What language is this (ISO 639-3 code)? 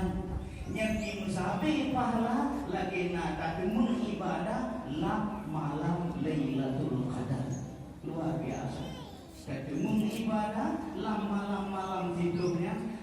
ace